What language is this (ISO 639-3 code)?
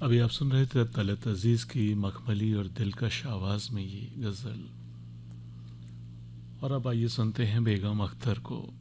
urd